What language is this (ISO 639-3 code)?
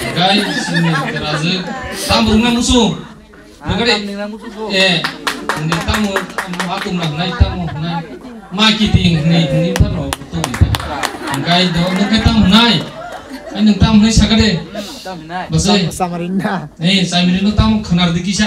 trp